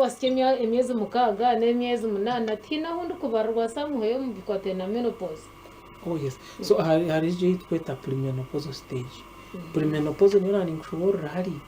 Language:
Nyankole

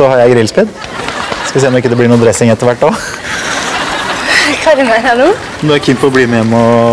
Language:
Norwegian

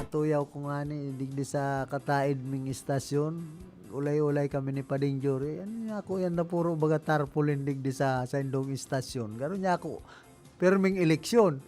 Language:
Bikol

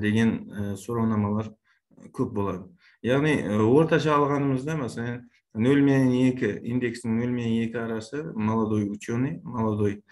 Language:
Kara-Kalpak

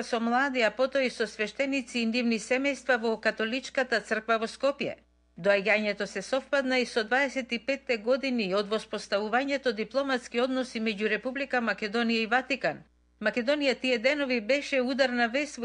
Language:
Macedonian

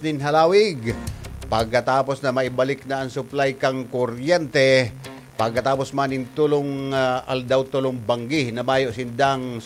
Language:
Bikol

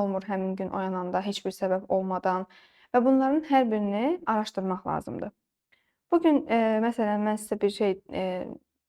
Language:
Azerbaijani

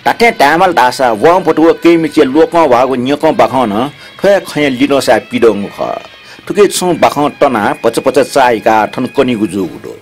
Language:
Newari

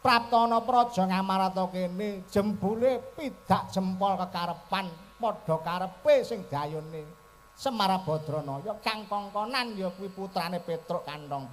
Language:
Javanese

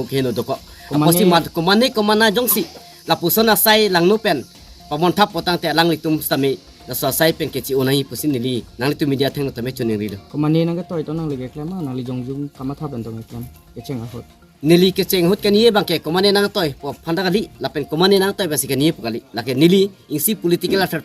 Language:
Karbi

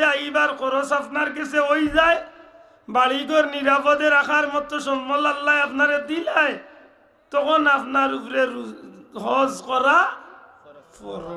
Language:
Sylheti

